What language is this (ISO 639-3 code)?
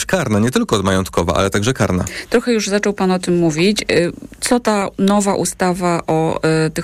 pol